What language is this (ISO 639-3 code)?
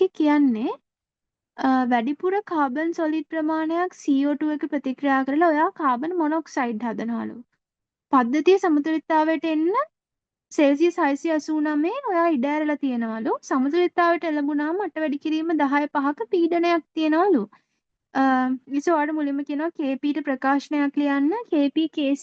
sin